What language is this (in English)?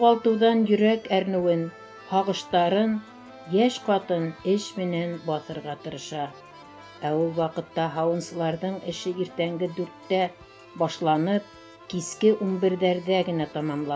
Bashkir